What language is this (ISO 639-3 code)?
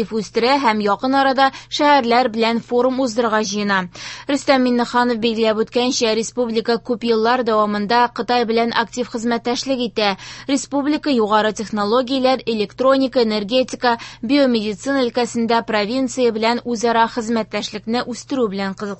tat